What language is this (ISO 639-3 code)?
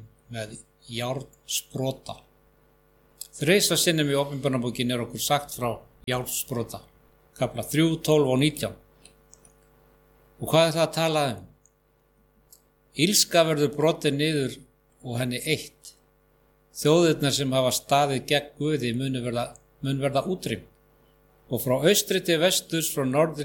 isl